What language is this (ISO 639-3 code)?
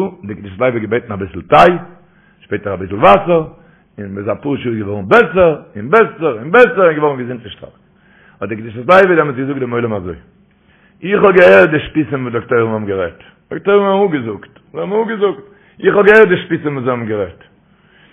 yid